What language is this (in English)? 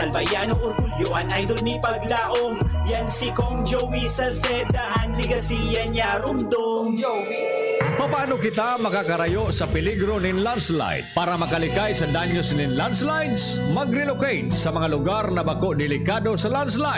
Bikol